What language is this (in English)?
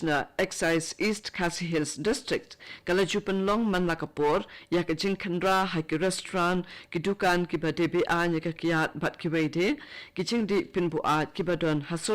Khasi